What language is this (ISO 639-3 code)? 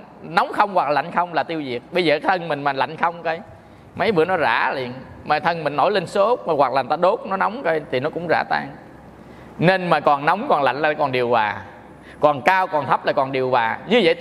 vie